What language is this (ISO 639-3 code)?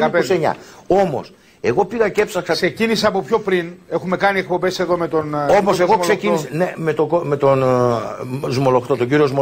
ell